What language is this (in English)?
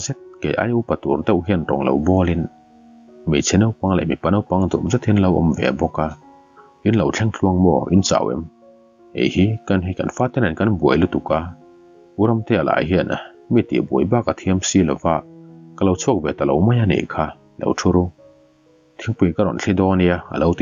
Mizo